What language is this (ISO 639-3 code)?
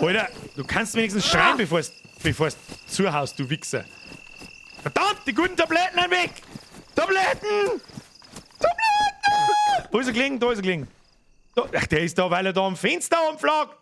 bar